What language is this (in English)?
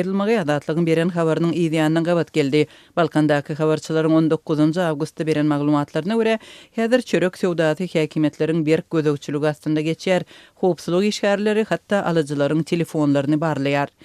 Turkmen